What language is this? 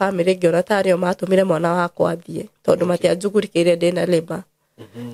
Kikuyu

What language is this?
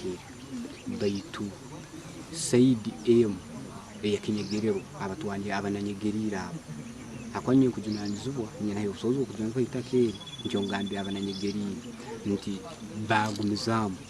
Nyankole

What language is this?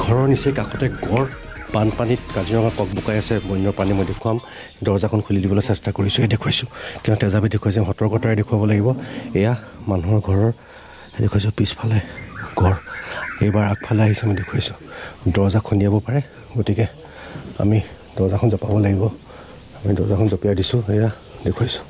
Assamese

